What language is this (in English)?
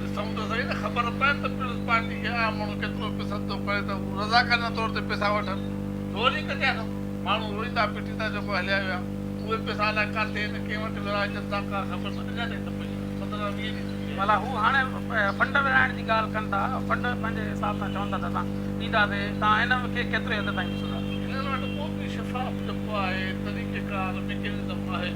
Sindhi